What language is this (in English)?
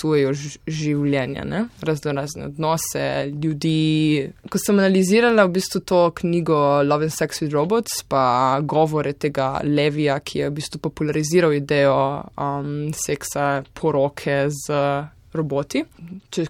Slovenian